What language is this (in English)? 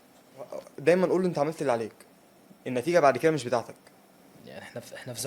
Egyptian Arabic